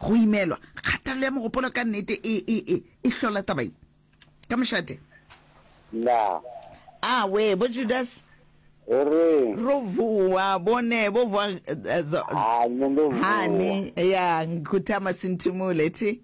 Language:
Northern Sotho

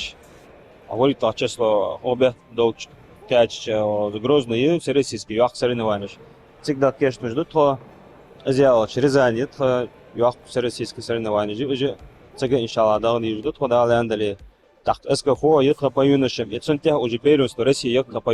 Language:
Ingush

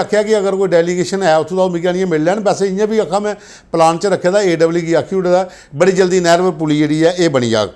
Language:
Dogri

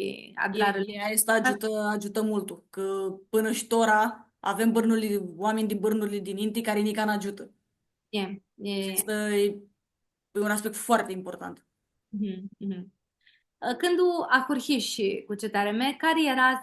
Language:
Aromanian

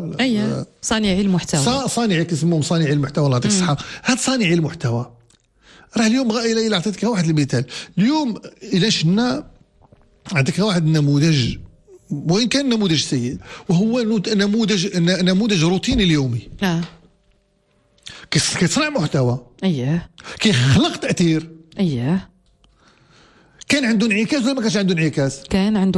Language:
Moroccan Arabic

